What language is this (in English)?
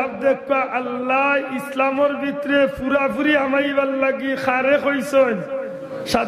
Sylheti